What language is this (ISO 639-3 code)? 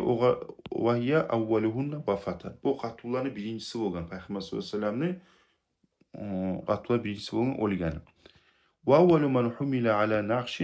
kum